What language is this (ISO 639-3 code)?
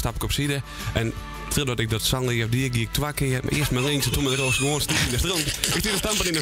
fry